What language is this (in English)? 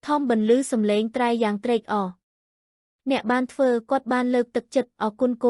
Khmer